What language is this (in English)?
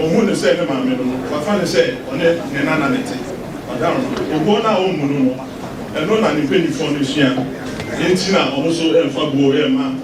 Akan